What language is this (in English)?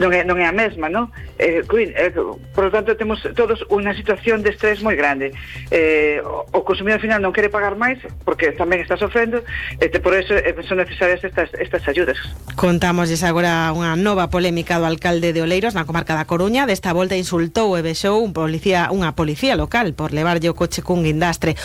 Galician